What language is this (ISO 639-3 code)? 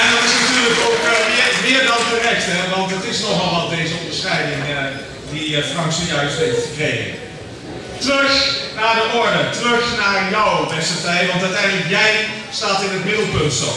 lim